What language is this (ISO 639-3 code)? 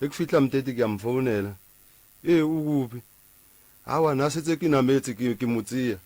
nso